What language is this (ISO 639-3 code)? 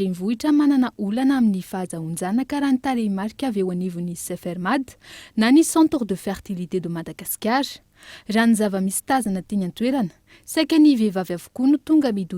mlg